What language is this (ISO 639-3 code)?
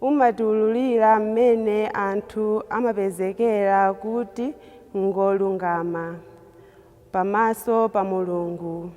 nya